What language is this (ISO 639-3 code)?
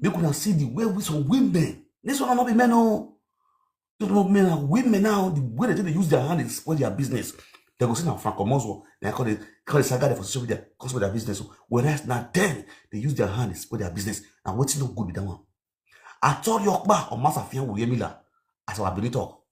pcm